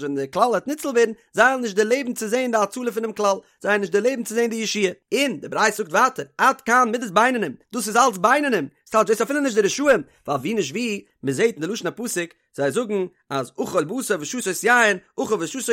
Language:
Yiddish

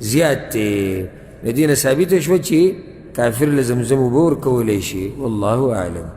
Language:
Pashto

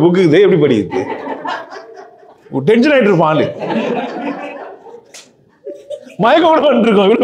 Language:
Tamil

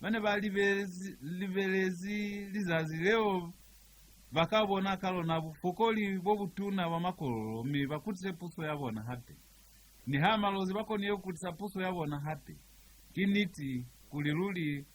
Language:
Lozi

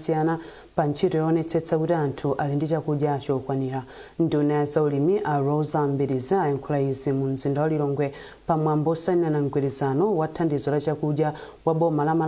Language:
Nyanja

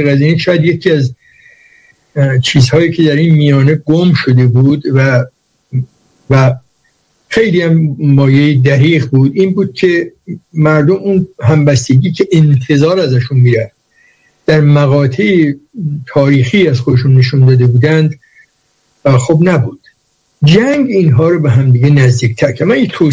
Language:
Persian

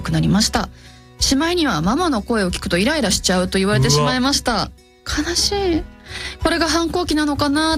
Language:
Japanese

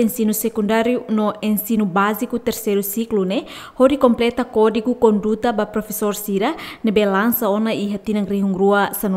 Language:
Tetum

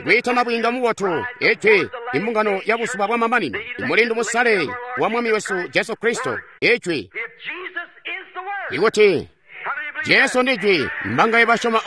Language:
Tonga (Zambia)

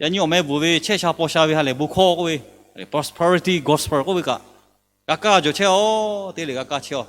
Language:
Lahu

